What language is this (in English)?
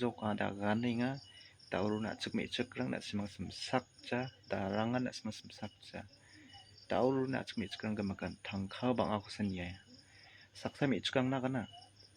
Garo